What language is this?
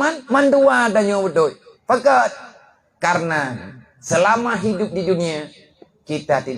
Achinese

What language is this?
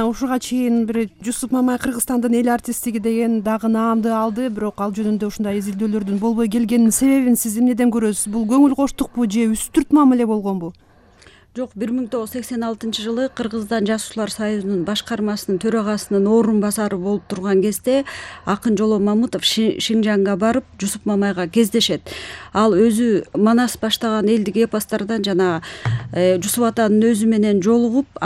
Kyrgyz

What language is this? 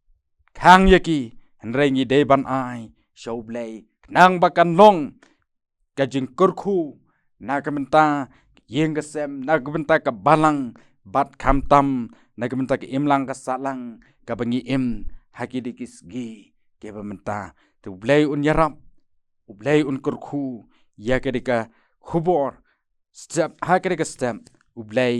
Khasi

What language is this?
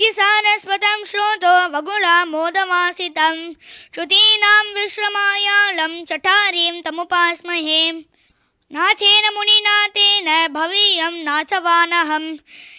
Sanskrit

